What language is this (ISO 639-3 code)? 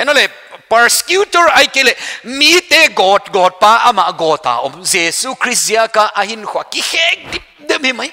pck